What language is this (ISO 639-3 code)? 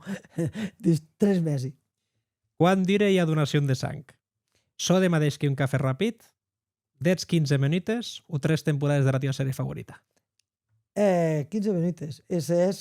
oci